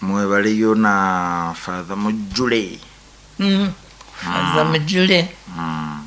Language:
Nyoro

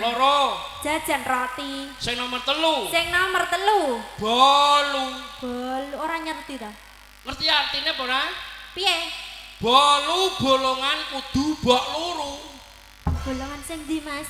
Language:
Javanese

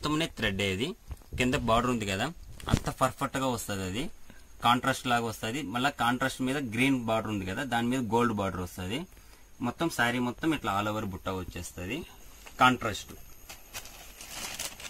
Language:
Telugu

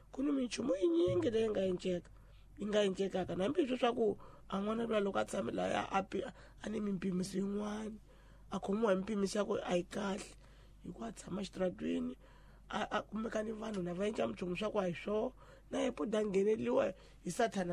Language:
Tsonga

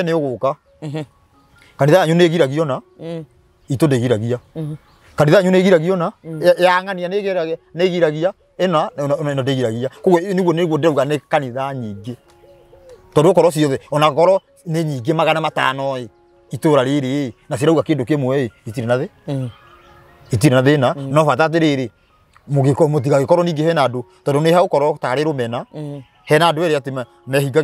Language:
Kikuyu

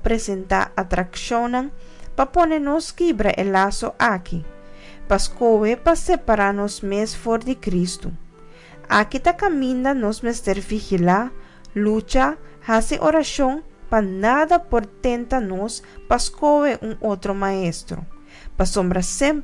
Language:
Papiamento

